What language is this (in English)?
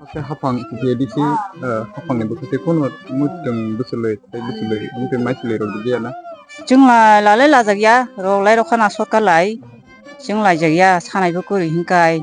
Kok Borok